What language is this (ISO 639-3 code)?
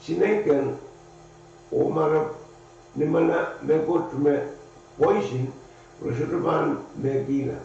pon